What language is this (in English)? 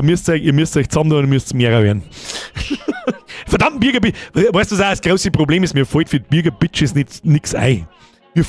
Bavarian